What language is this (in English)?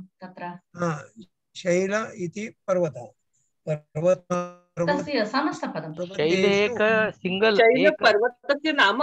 Sanskrit